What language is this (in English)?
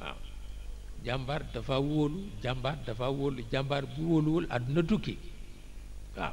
Wolof